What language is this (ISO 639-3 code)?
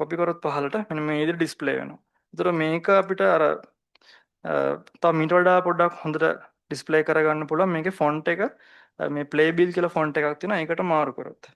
sin